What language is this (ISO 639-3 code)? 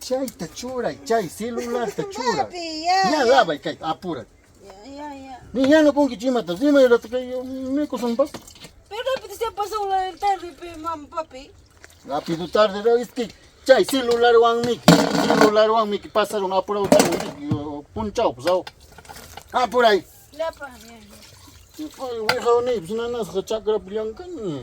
quy